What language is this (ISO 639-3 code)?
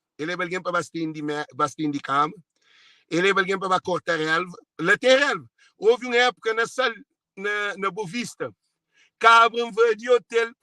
kea